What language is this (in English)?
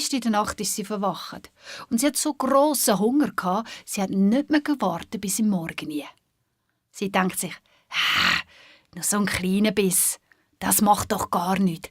Swiss German